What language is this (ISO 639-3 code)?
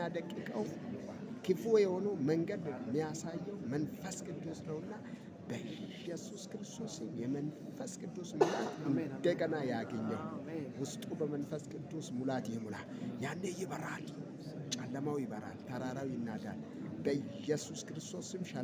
amh